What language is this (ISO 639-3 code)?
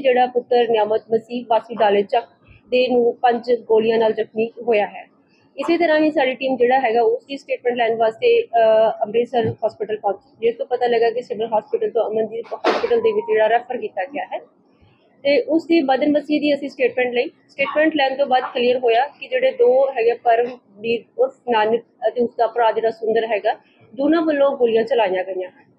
pan